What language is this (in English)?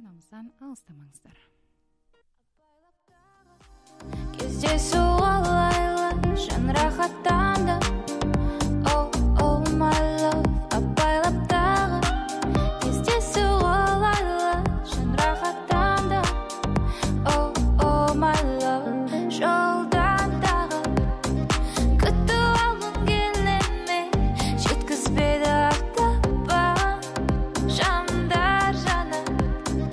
Kazakh